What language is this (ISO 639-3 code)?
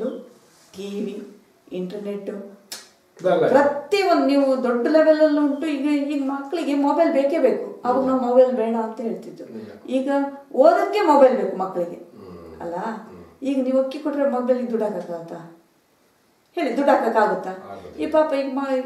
kan